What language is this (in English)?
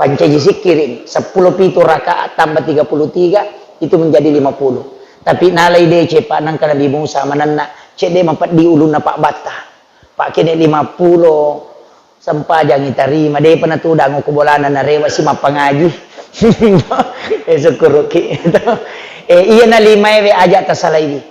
Buginese